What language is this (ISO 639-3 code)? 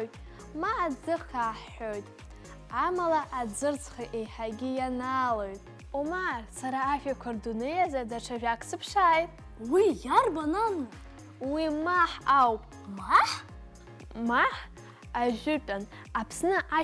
abk